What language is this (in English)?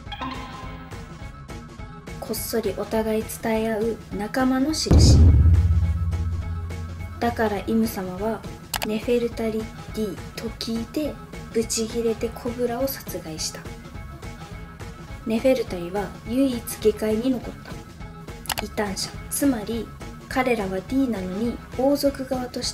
Japanese